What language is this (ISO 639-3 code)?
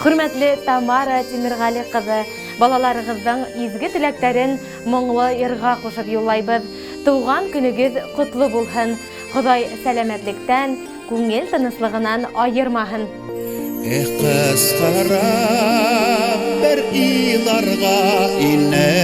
bak